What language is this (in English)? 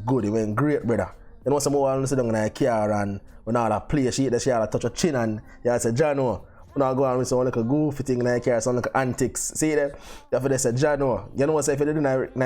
Jamaican Creole English